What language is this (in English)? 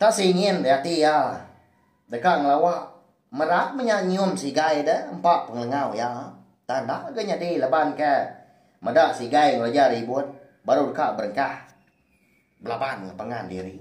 Iban